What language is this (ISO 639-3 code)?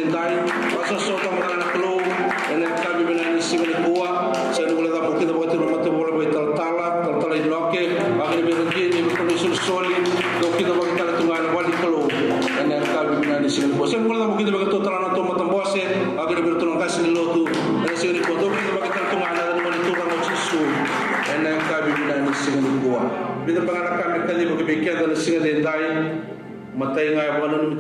fij